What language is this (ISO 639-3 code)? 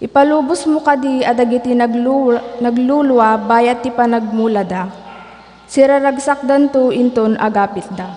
ilo